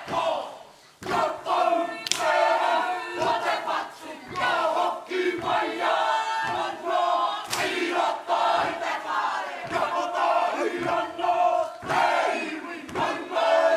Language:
Māori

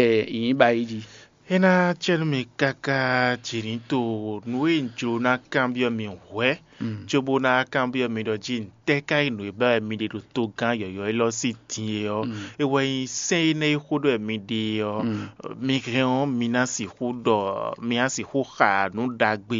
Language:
Fon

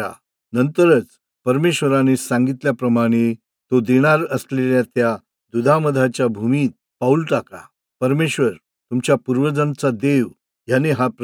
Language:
Marathi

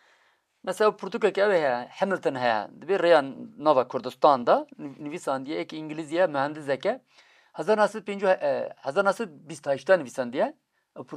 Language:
Kurdish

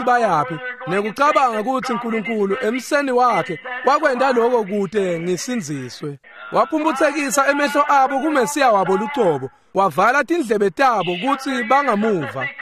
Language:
Swati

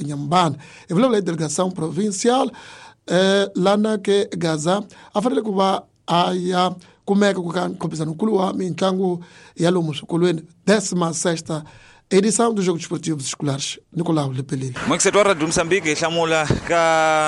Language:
Tsonga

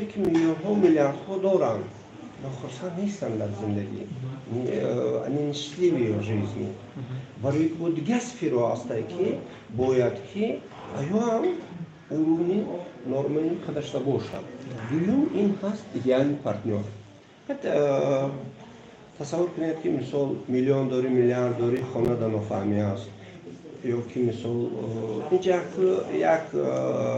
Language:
Tajik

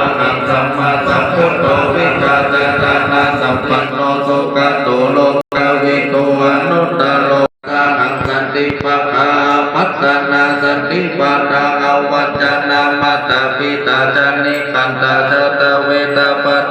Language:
Pali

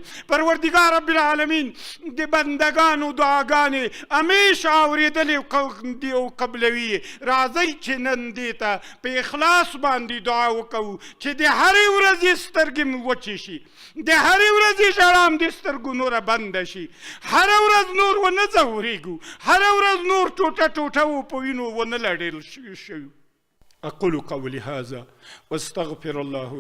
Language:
Pashto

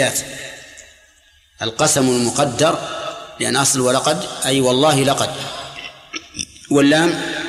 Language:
Arabic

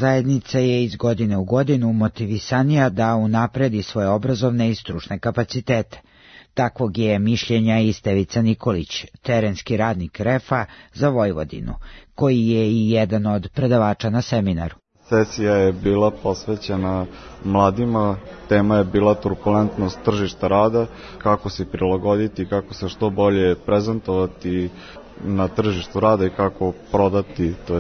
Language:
Serbian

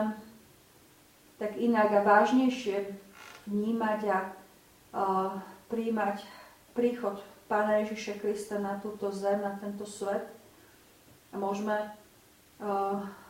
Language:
Slovak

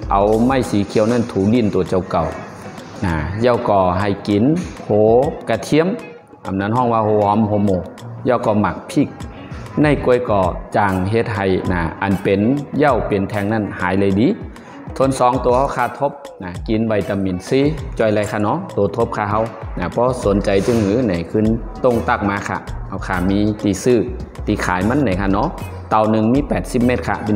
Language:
Shan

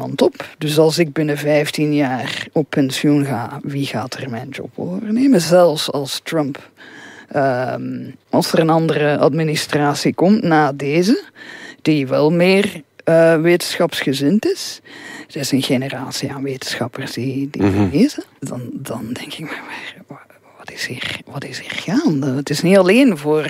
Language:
Dutch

